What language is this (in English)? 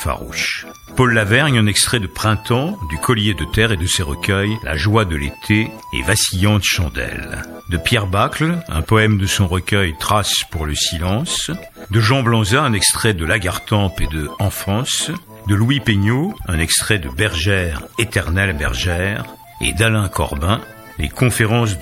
French